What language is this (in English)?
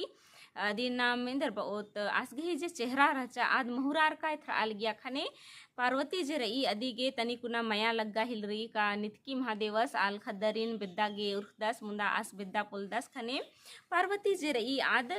Kurukh